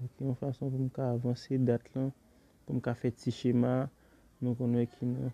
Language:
Haitian Creole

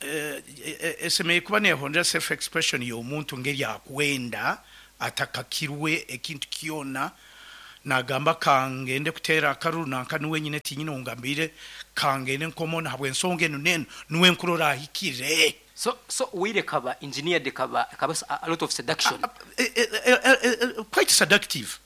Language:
Nyoro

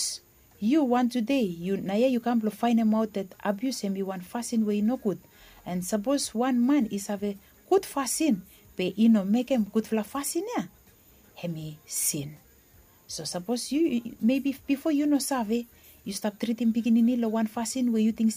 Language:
Bislama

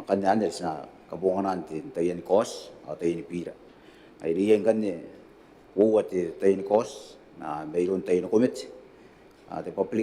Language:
Gilbertese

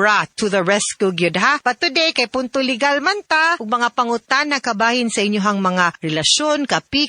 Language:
Cebuano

